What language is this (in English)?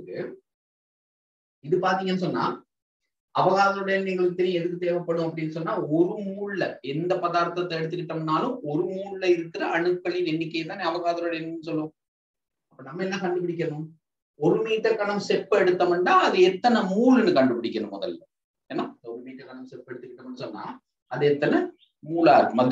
Tamil